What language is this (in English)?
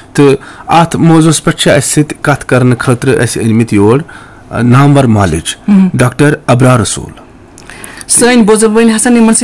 Kashmiri